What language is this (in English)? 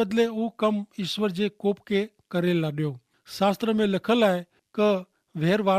Kachhi